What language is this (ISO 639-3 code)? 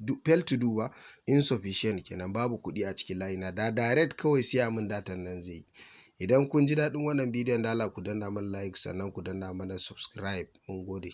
hau